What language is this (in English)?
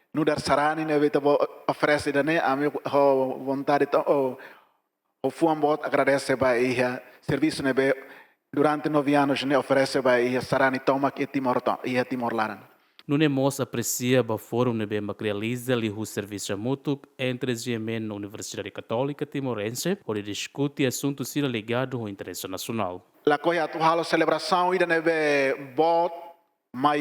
Tetum